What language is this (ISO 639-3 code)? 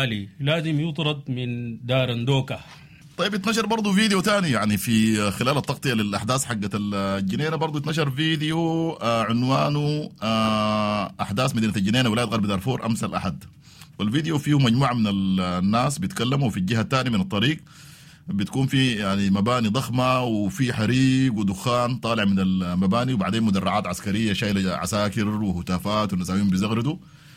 apd